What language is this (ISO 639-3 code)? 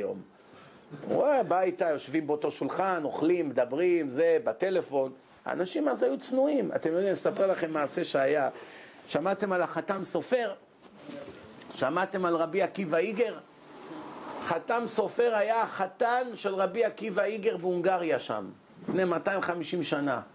heb